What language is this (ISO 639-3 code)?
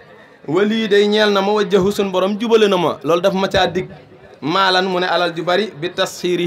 wol